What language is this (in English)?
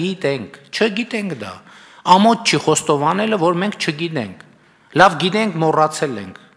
Armenian